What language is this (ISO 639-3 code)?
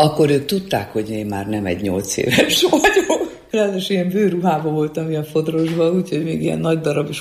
hun